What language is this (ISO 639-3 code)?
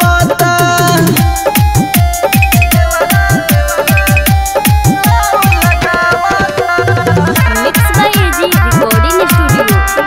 bho